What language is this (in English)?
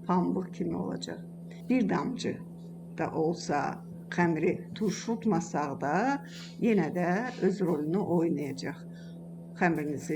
Azerbaijani